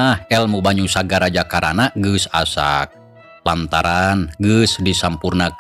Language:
Sundanese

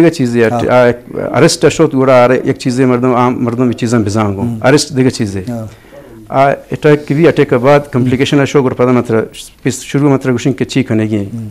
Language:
Eastern Balochi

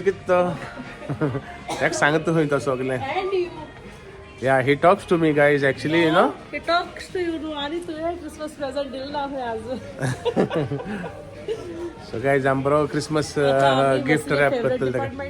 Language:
Konkani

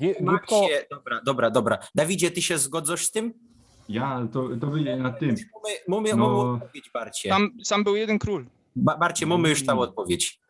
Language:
Silesian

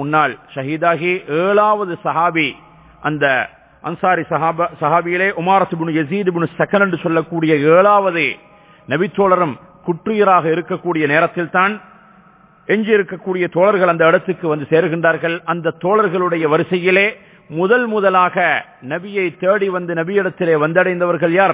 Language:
Tamil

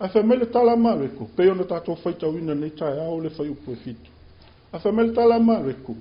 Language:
Samoan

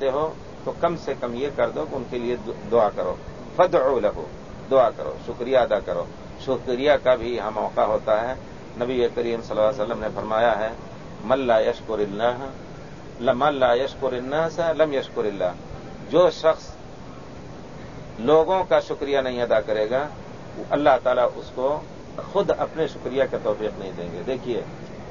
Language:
Urdu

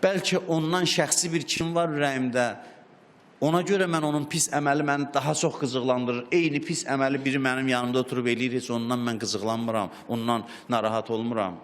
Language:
Azerbaijani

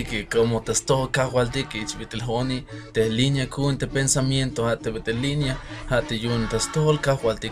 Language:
Tzeltal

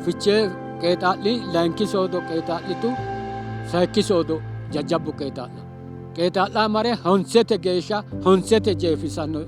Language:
Sidamo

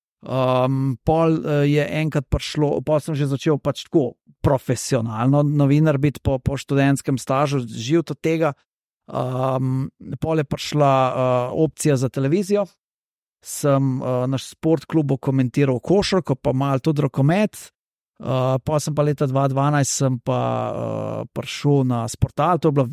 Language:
Slovenian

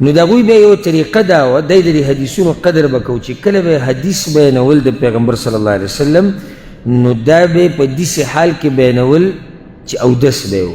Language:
Pashto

